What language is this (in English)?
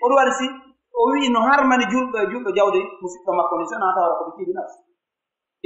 Pular